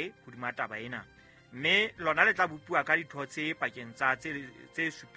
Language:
Southern Sotho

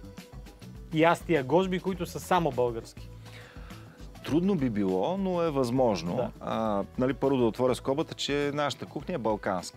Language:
Bulgarian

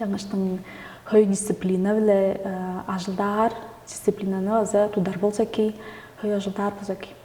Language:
Tuvinian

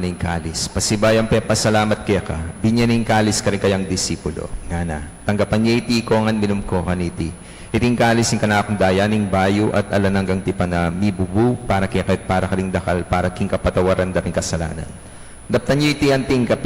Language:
Pampanga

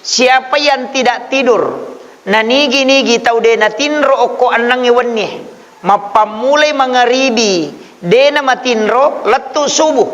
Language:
Buginese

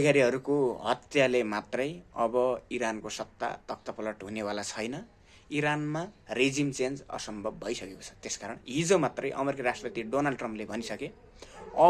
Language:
Nepali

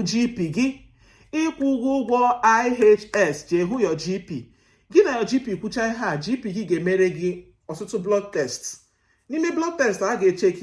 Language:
Igbo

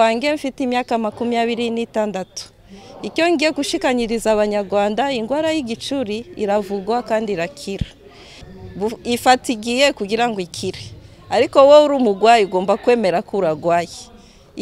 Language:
Kinyarwanda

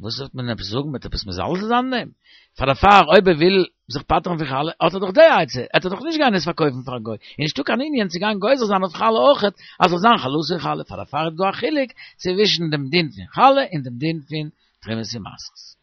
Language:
Yiddish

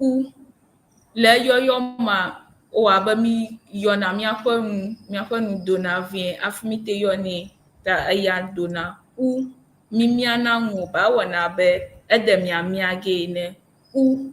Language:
Ewe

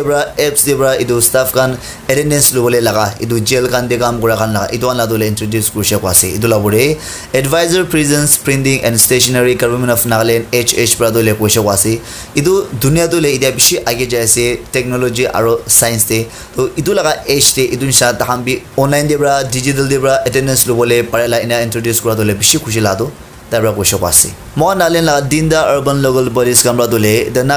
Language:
Naga Pidgin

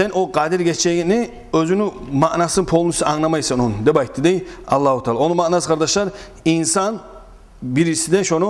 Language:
Kumyk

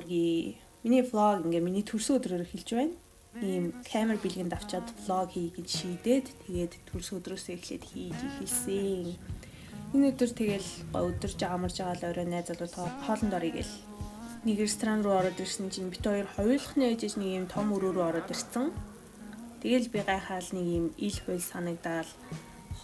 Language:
Mongolian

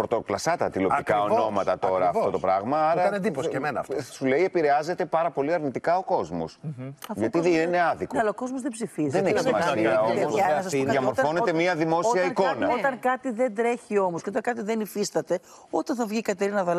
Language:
Greek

